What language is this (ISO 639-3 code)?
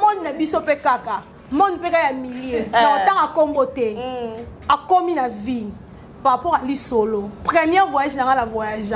lin